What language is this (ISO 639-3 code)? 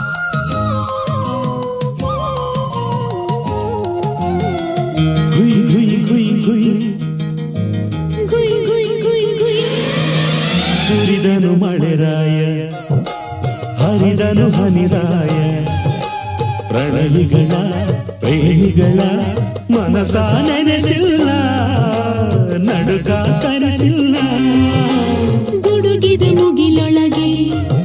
kan